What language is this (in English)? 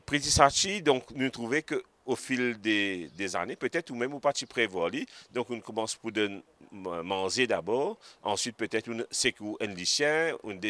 Morisyen